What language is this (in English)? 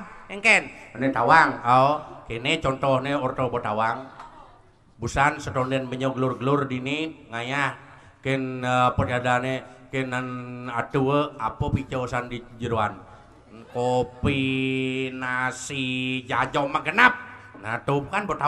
Balinese